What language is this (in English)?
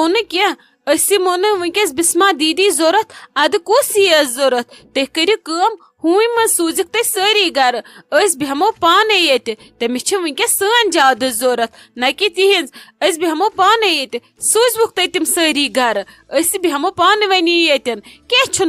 Kashmiri